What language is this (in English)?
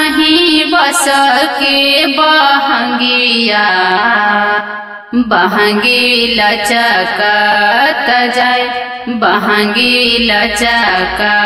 Bhojpuri